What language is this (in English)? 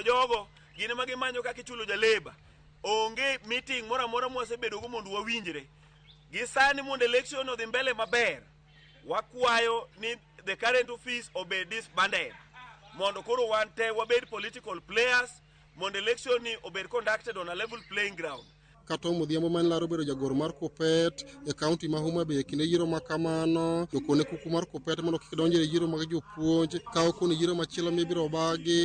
Luo (Kenya and Tanzania)